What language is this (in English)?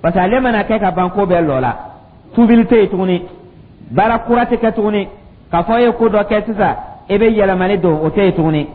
Dyula